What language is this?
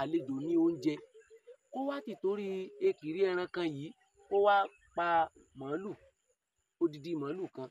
Yoruba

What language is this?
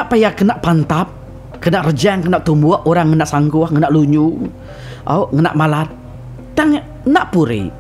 Iban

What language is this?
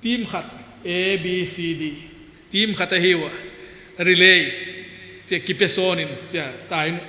Paite Chin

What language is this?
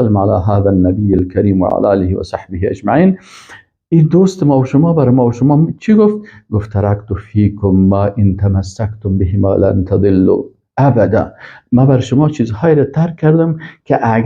Persian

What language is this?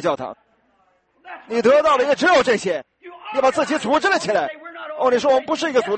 Chinese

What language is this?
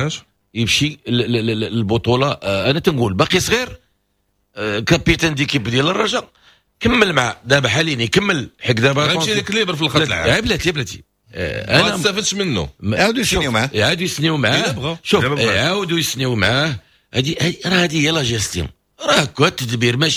Moroccan Arabic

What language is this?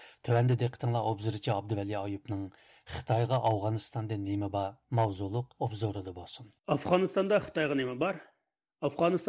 Uyghur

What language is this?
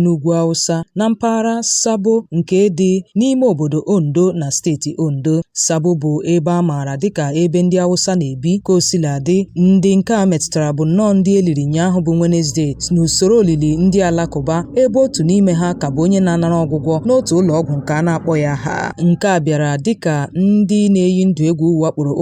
Igbo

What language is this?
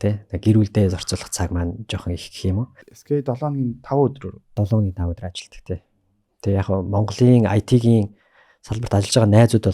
Mongolian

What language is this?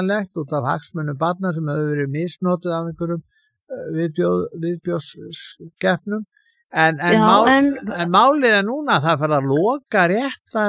Icelandic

